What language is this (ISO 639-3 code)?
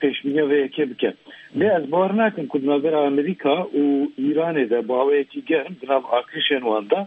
kur